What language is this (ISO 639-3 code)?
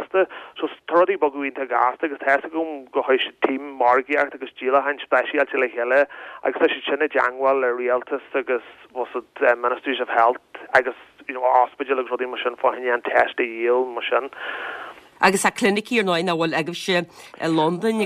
gle